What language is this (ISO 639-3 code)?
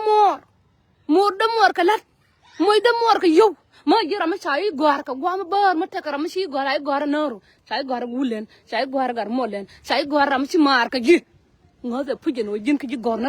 nus